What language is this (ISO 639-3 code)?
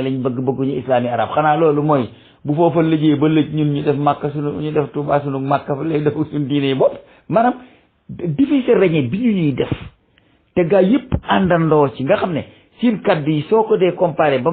wol